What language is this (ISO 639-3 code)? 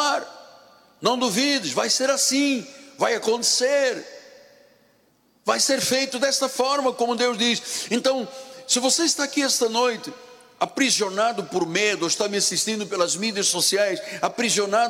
por